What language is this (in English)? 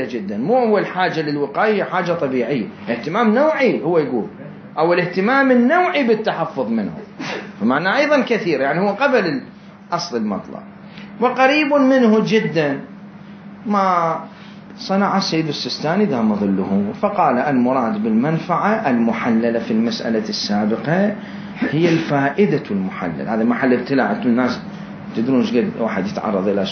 Mesopotamian Arabic